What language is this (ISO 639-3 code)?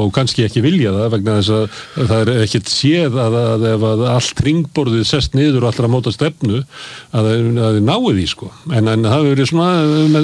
isl